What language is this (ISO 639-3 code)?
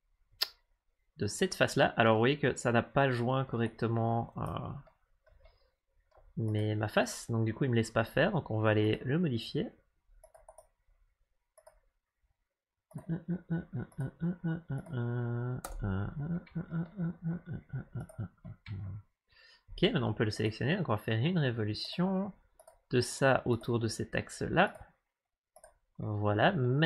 fra